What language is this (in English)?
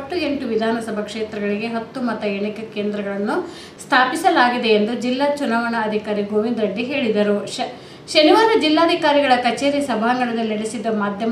Kannada